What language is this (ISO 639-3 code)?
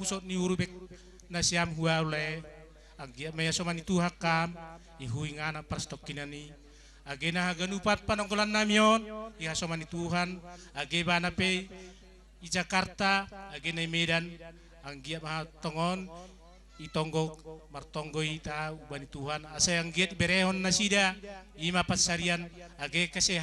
btx